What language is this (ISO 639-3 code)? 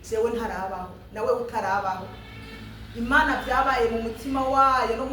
run